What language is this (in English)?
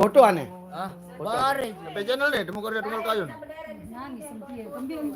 Sasak